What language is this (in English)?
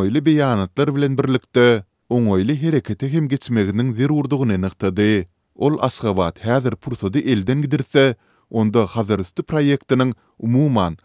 Turkmen